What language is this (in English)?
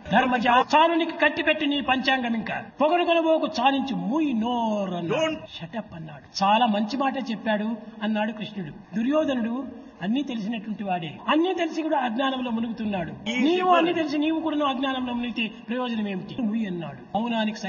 Telugu